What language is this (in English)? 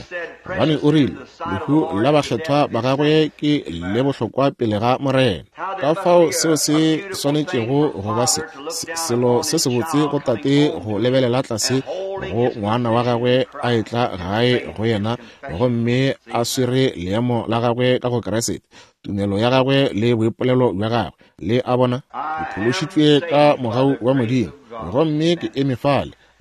Northern Sotho